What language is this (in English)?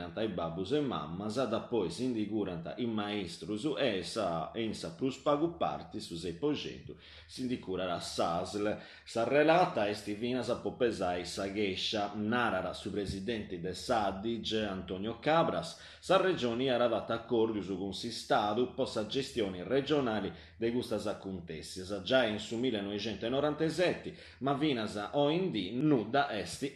Sardinian